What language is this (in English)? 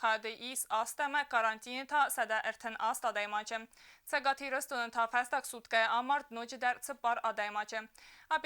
Ossetic